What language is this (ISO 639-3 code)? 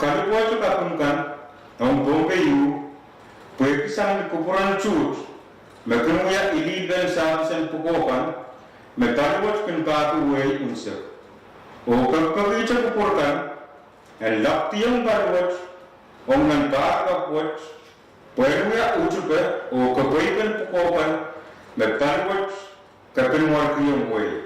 pon